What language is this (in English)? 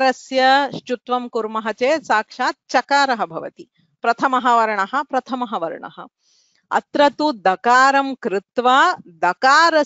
Sanskrit